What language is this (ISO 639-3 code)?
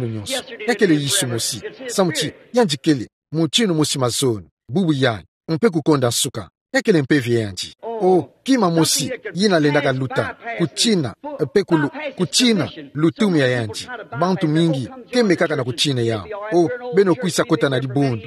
ktu